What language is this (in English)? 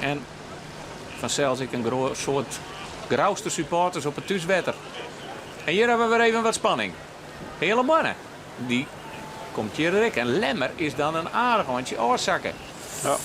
Western Frisian